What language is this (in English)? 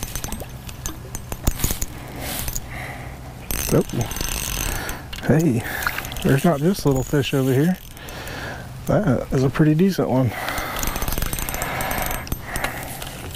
English